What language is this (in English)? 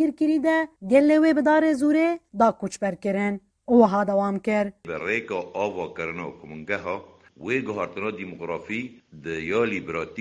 Kurdish